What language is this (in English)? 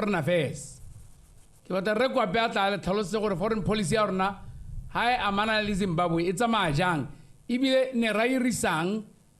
Tswana